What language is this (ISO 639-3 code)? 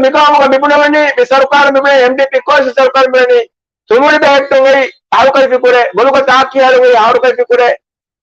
div